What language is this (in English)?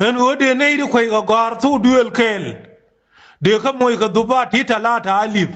Nuer